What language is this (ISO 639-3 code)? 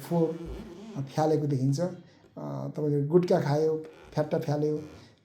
nep